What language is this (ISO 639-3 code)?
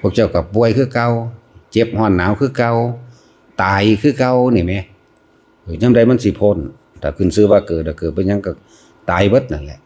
tts